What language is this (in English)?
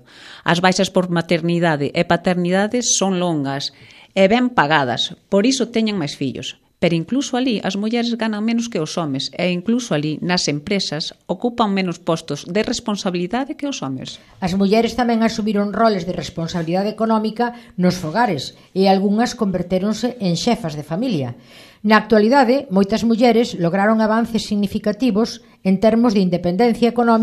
Galician